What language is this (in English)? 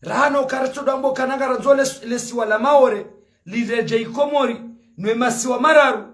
Ngazidja Comorian